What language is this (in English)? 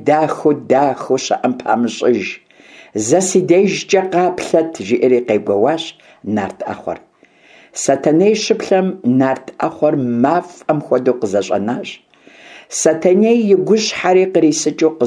Kabardian